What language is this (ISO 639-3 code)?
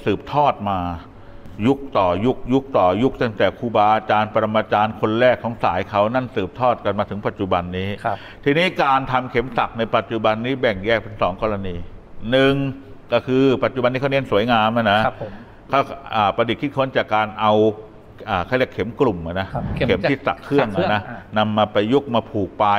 tha